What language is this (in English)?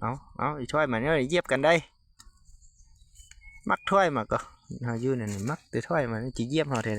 Lao